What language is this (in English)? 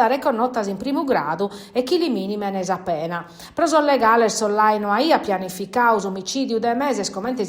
Sardinian